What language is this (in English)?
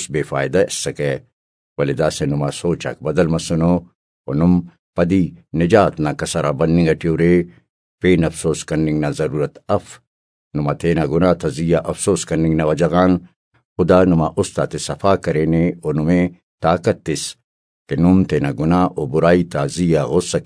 Brahui